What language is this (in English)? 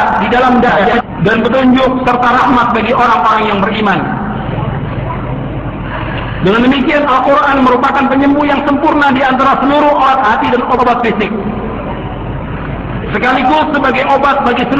Indonesian